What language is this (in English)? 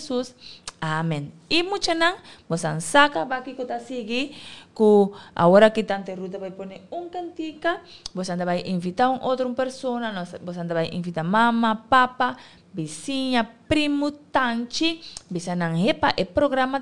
Papiamento